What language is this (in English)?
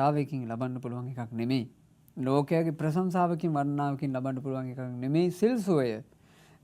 Sinhala